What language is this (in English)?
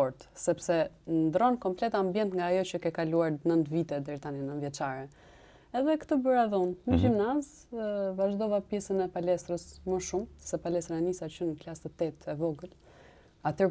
Albanian